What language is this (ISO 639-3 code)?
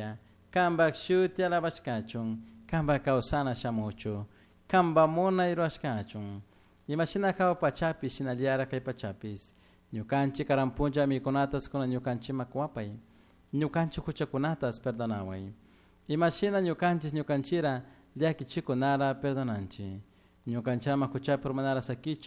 qug